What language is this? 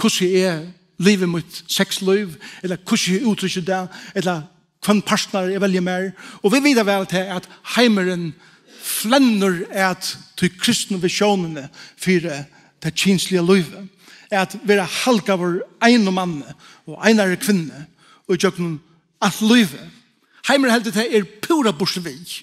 Faroese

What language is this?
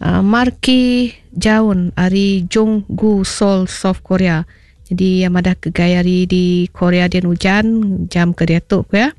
Iban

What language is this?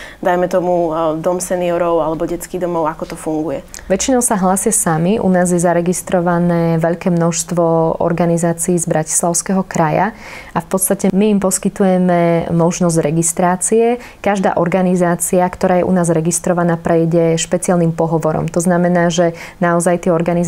Slovak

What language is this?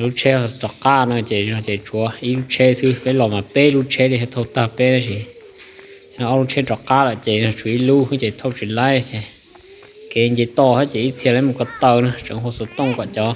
Hmong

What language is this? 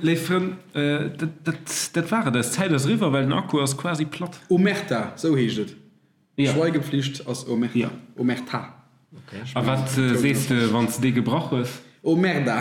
Luxembourgish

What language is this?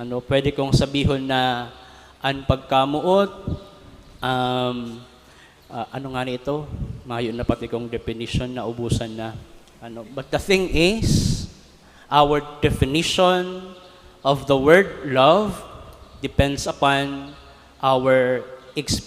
Bikol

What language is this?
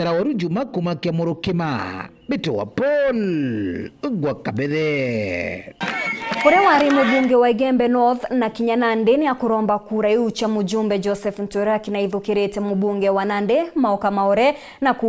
Meru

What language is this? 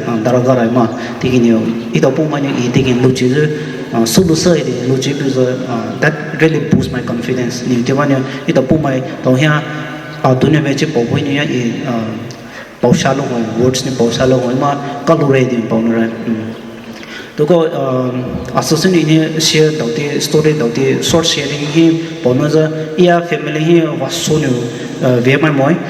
Poumei Naga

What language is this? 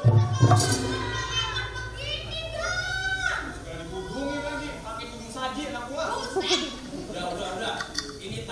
Betawi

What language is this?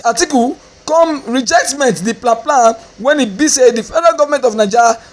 Nigerian Pidgin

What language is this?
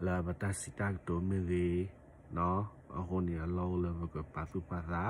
S'gaw Karen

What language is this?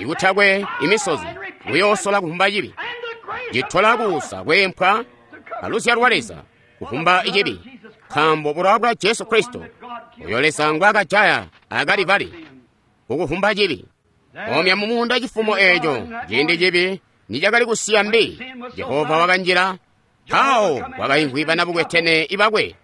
Tonga (Zambia)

